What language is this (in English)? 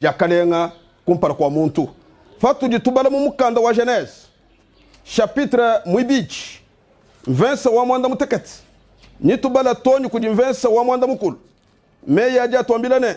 Luba-Lulua